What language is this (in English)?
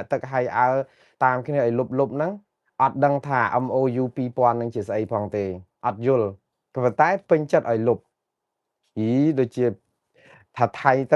Khmer